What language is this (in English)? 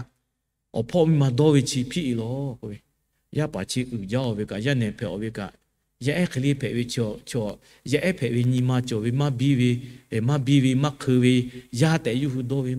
Lahu